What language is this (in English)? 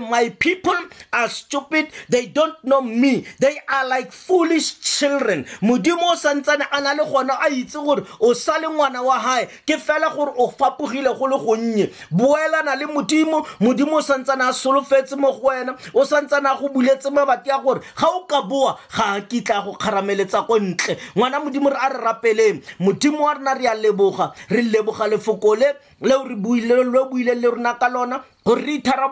Tswana